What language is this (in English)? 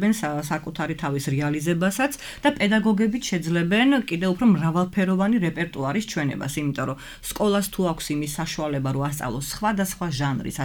Georgian